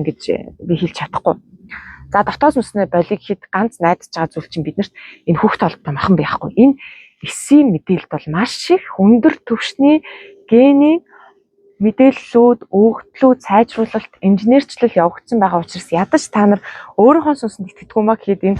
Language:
Mongolian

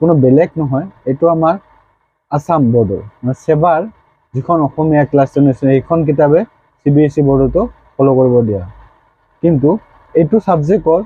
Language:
Assamese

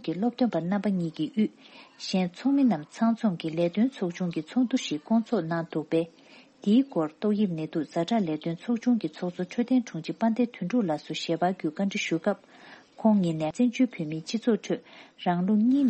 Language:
Tibetan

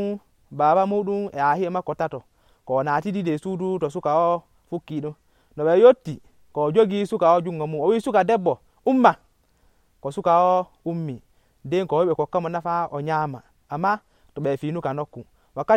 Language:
Nigerian Fulfulde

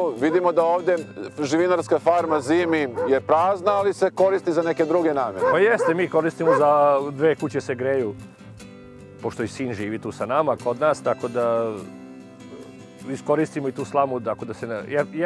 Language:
Serbian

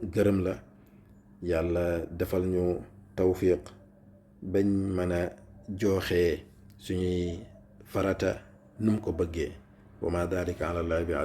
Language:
Wolof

